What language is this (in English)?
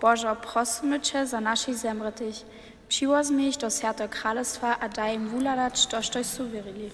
Upper Sorbian